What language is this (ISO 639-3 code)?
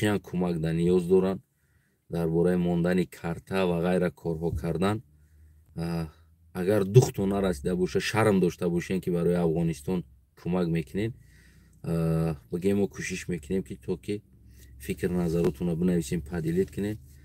tgk